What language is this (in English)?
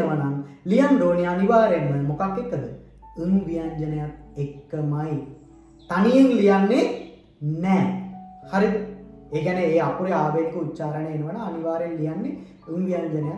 Sinhala